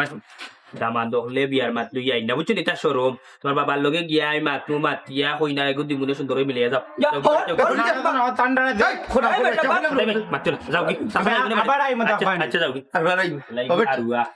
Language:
Sylheti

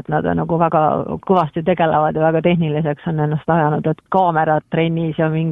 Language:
Estonian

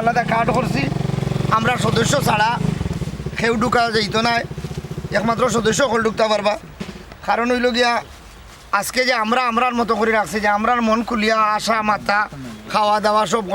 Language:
Sylheti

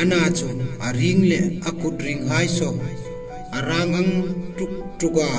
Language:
Hmar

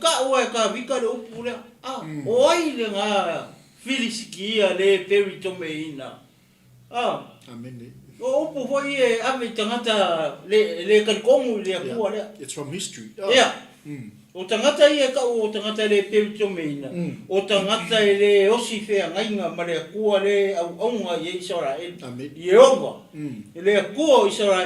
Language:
Samoan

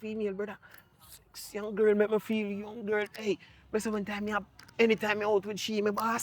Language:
Jamaican Creole English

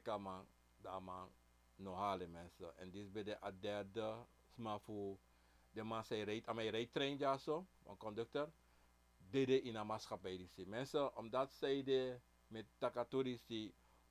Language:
Sranan Tongo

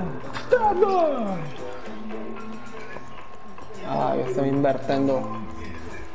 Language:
Italian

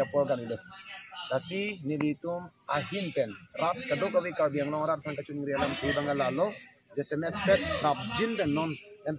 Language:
Karbi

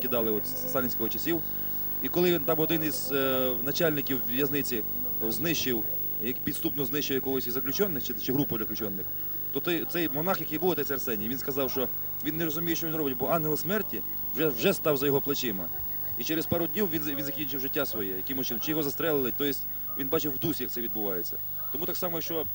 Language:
Ukrainian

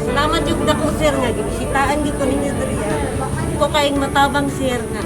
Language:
Cebuano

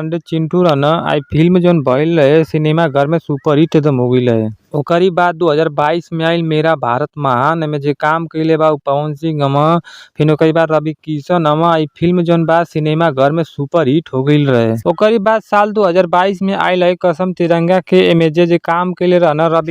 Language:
Bhojpuri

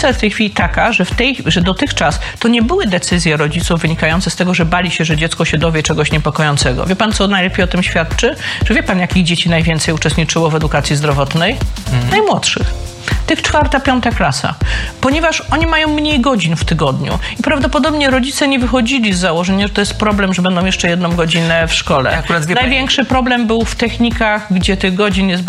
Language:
Polish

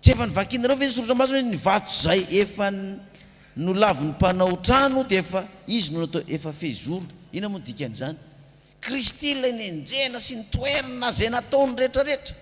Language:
Malagasy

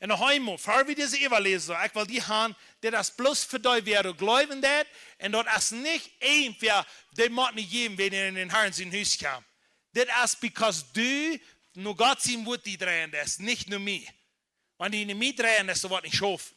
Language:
Plautdietsch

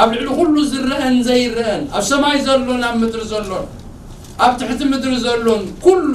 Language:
Tigrinya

